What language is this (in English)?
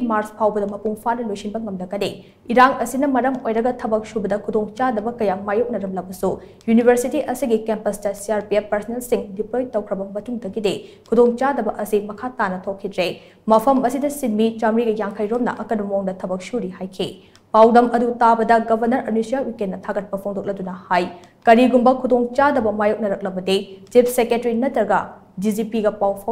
Manipuri